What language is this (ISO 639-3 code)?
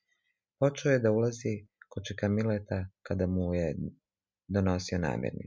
srp